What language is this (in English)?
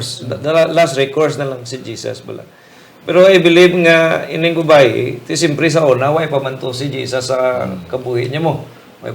Hiligaynon